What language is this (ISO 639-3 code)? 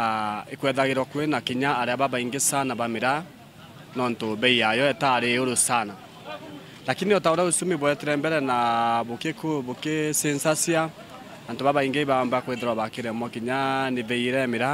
mer